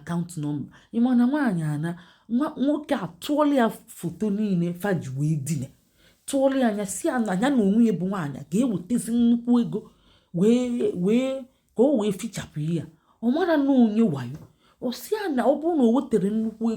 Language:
Igbo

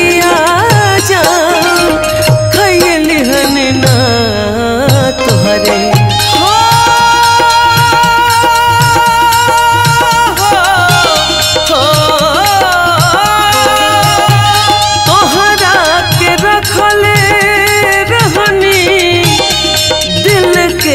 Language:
Bhojpuri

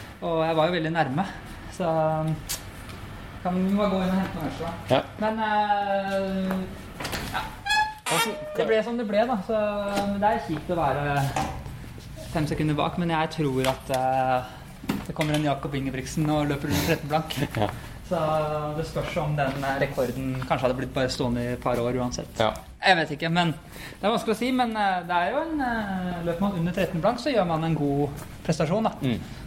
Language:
Norwegian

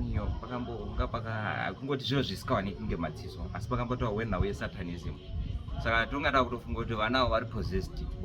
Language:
Shona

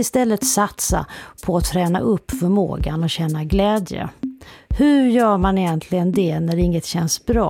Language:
Swedish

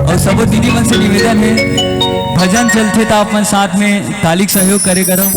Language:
Chhattisgarhi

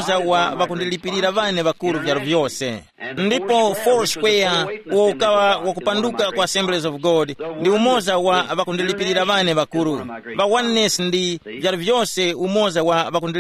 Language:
Tumbuka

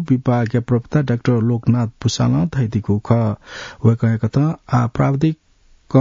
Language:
Newari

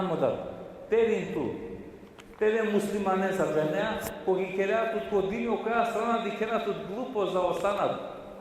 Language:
Balkan Romani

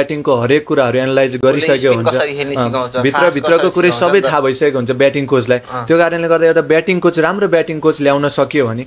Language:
Nepali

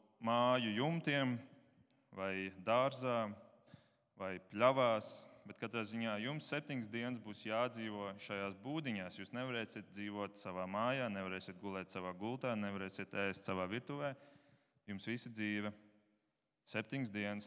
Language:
Latvian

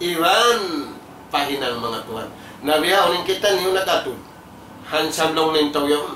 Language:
Tausug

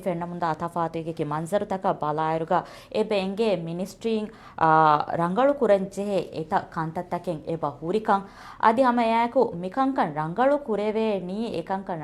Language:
Divehi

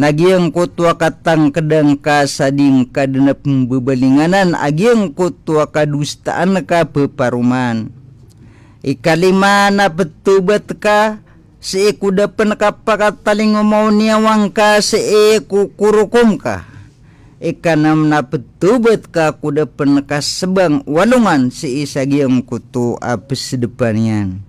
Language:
Maranao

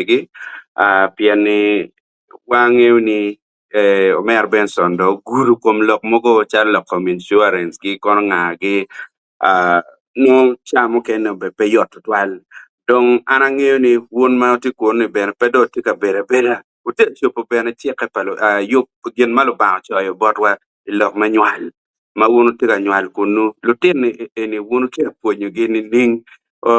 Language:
Acoli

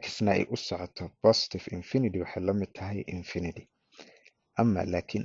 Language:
Somali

